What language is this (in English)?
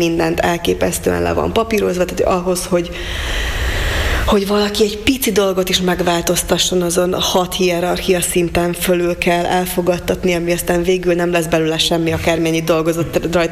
Hungarian